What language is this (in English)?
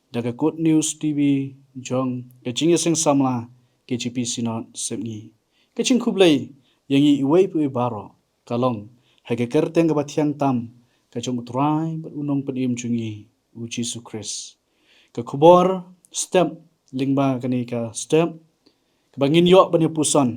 Khasi